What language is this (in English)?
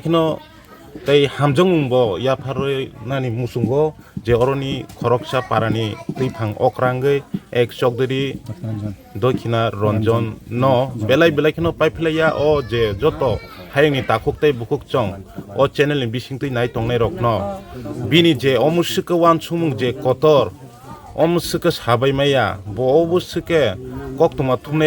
Kok Borok